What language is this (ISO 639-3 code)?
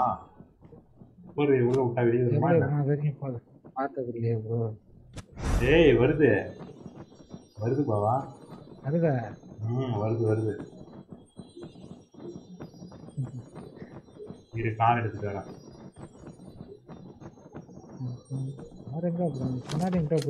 tam